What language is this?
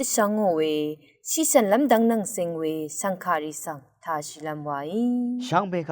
Rawang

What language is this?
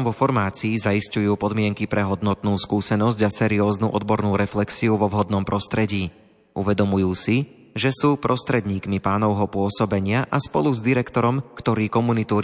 Slovak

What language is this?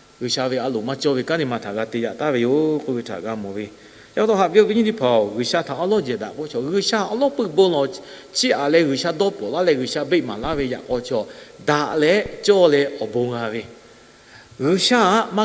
Lahu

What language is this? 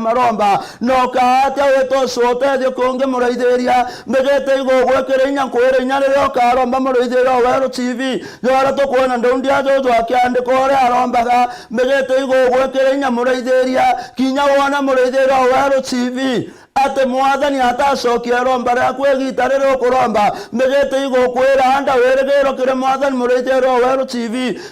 Meru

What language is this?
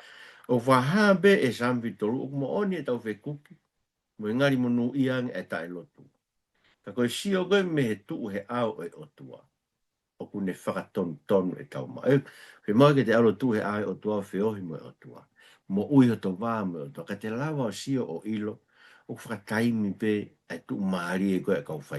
Tongan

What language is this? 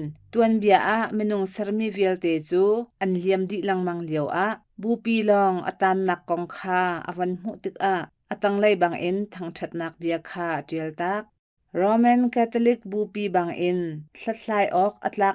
Hakha Chin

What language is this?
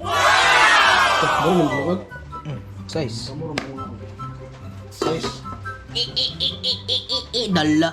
Cebuano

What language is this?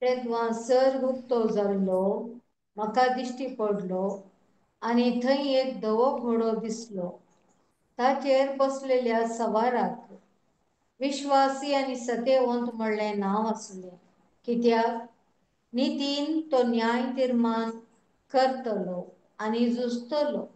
Konkani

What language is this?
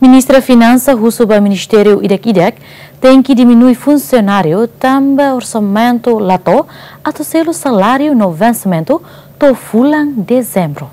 Tetum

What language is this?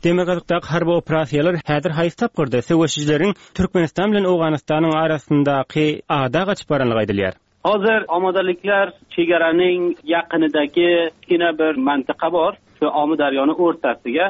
Turkmen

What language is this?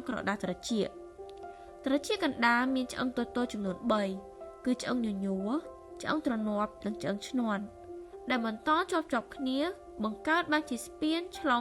Khmer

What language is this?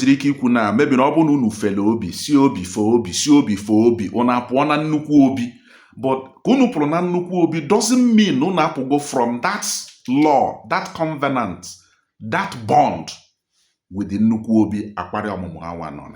Igbo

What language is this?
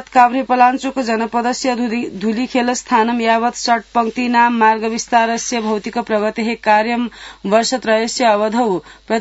Sanskrit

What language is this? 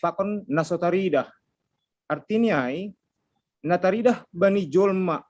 Batak Simalungun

